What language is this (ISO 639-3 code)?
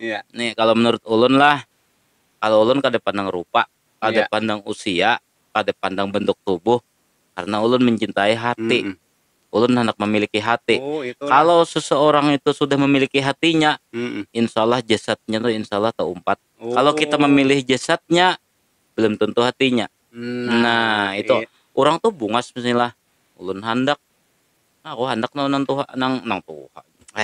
bjn